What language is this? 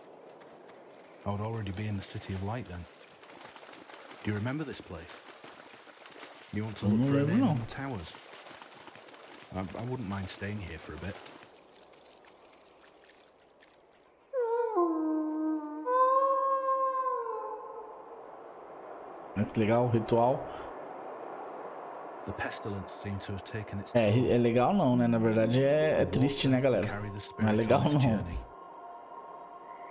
Portuguese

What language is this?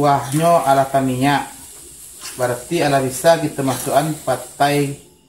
Minangkabau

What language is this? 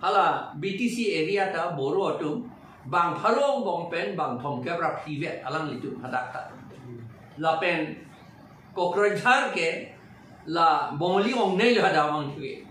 Karbi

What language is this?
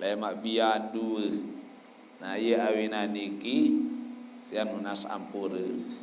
Sasak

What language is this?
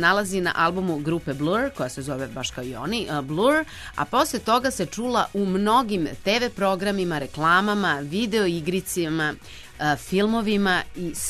Serbian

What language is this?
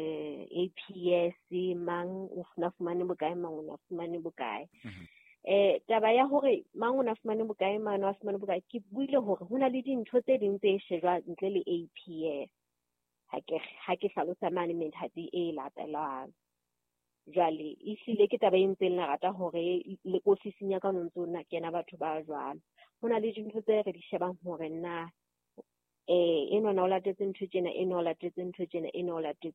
Southern Sotho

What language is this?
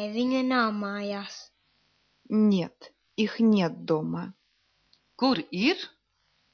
Latvian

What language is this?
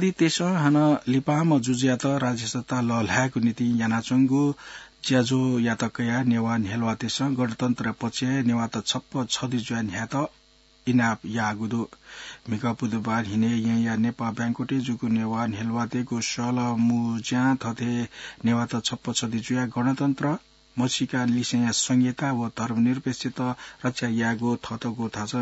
Newari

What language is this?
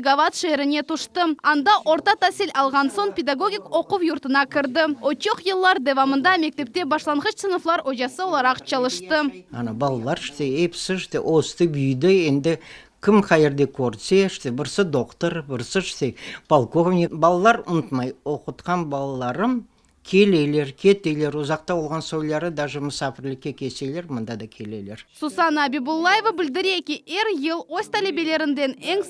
Crimean Tatar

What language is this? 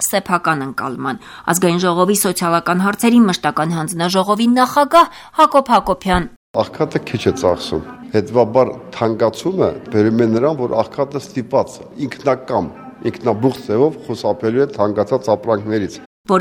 Armenian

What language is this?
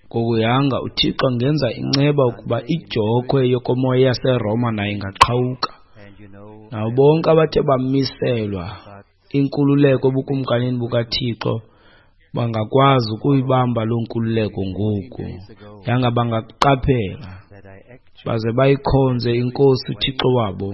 Xhosa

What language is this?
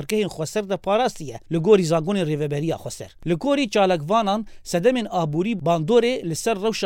Kurdish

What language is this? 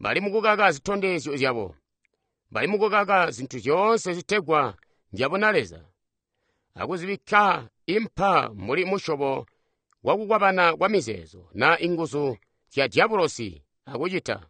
Tonga (Zambia)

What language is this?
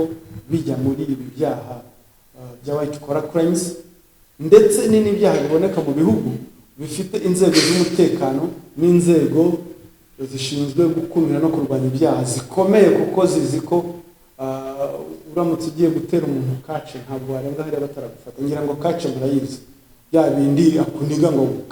Kinyarwanda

